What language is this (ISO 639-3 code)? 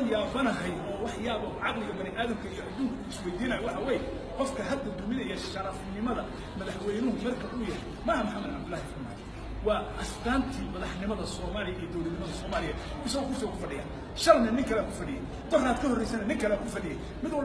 som